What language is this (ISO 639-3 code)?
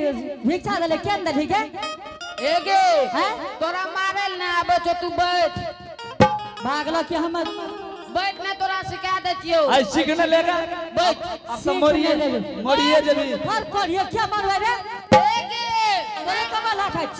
anp